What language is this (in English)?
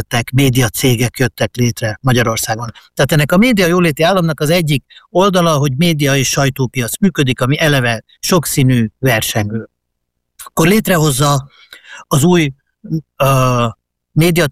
Hungarian